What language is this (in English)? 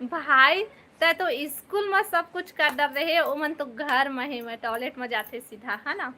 Chhattisgarhi